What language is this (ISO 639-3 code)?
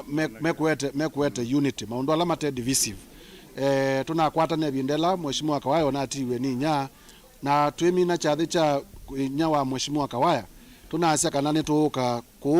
kam